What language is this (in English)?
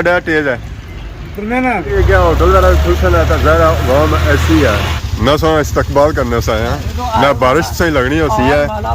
Pahari-Potwari